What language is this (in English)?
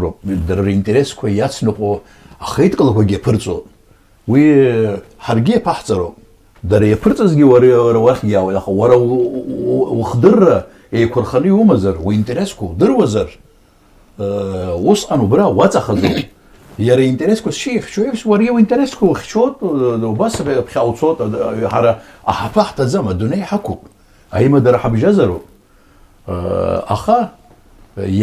Abkhazian